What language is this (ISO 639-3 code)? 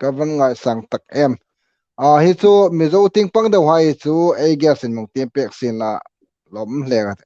hmr